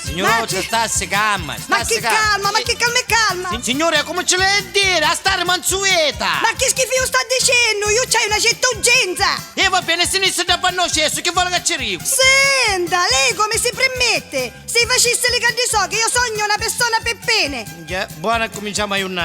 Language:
Neapolitan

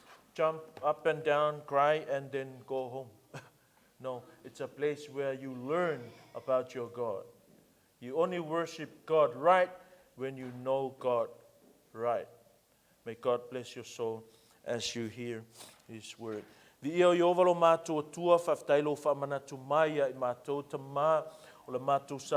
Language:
Samoan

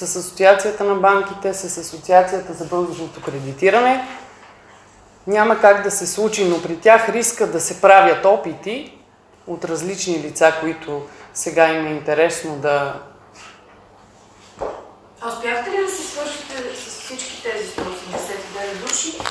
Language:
Bulgarian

